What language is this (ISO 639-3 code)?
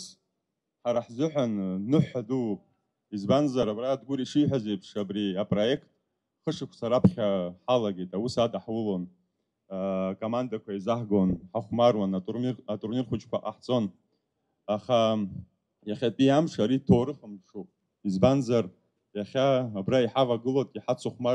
abk